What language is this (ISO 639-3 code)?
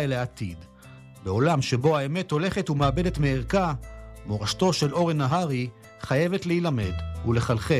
heb